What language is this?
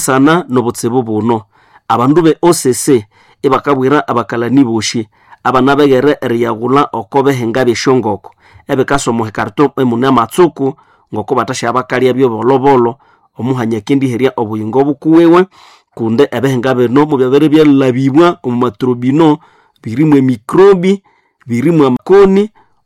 Nande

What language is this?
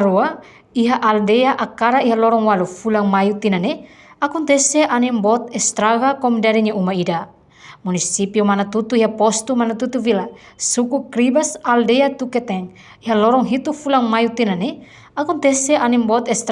Tetum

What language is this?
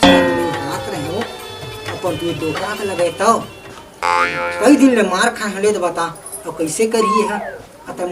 Chhattisgarhi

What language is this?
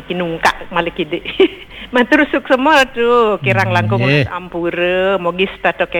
Balinese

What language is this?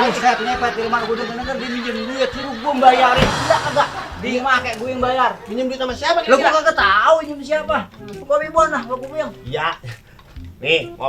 Betawi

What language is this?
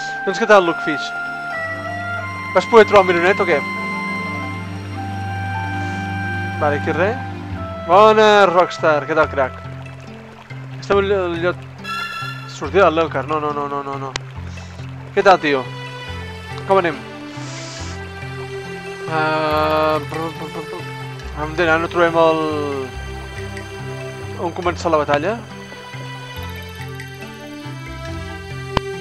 Catalan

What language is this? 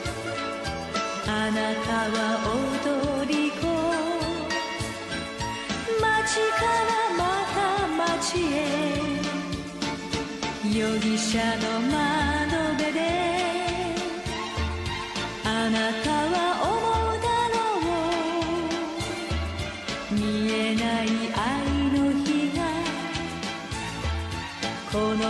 Japanese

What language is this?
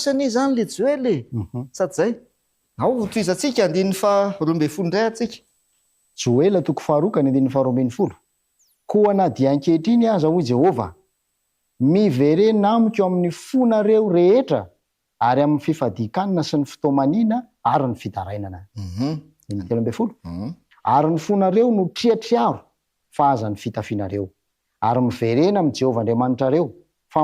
Malagasy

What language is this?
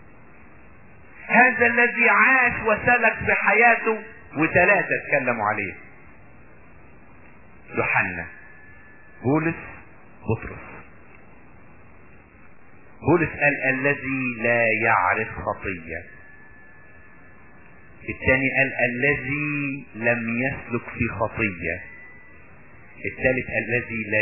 Egyptian Arabic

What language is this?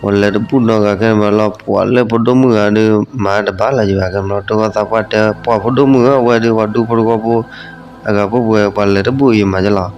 S'gaw Karen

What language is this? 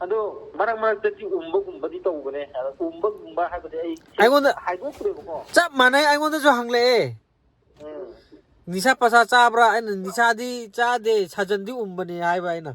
Manipuri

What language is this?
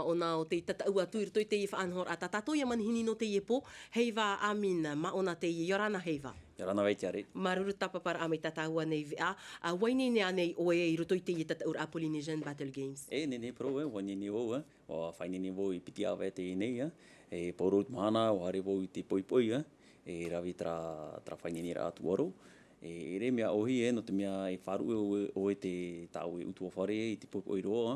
Tahitian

